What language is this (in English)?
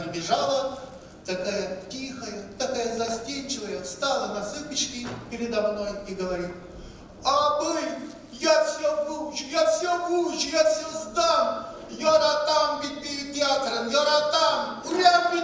Bashkir